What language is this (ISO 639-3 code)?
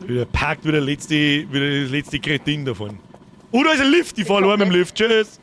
bar